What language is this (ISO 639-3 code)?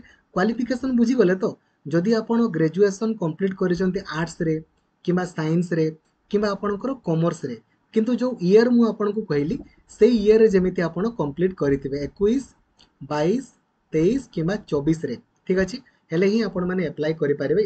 ori